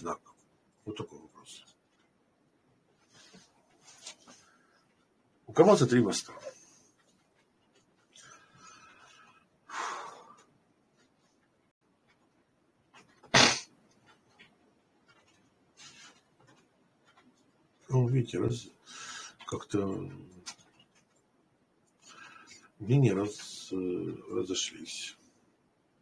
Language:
Russian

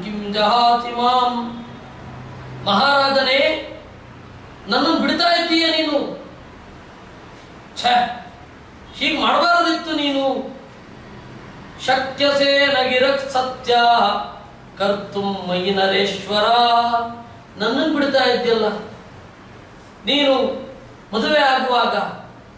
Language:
Kannada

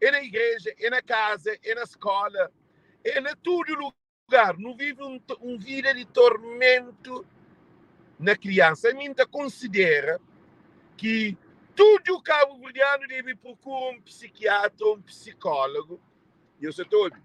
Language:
Kabuverdianu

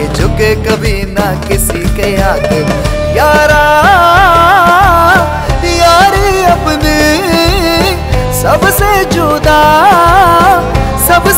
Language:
Hindi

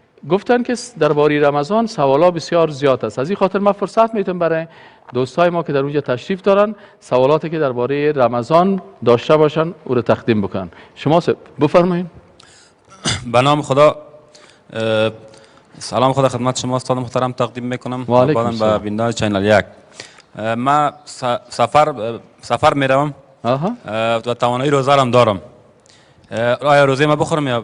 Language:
Persian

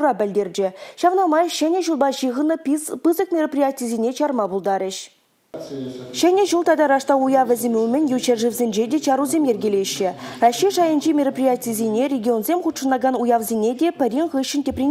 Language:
Chuvash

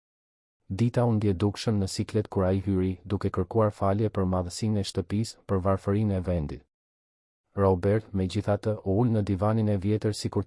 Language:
Albanian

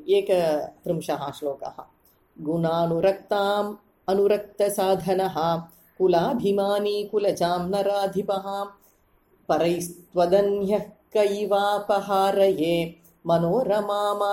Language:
Sanskrit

